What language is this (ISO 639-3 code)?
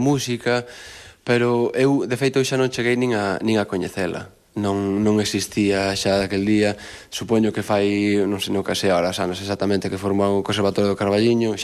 glg